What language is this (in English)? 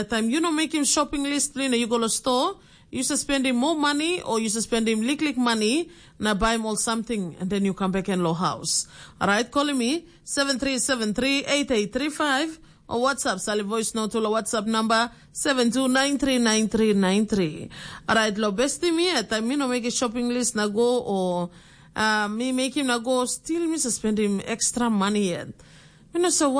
Tok Pisin